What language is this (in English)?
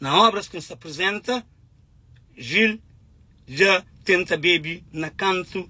Kabuverdianu